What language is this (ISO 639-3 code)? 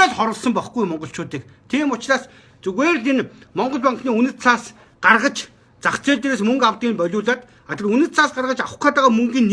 mon